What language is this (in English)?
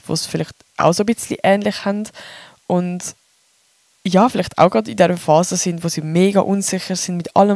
Swiss German